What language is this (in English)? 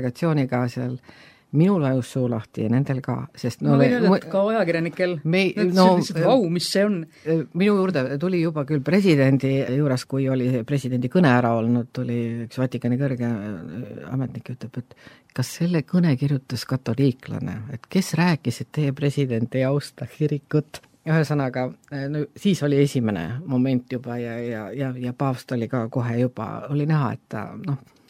Estonian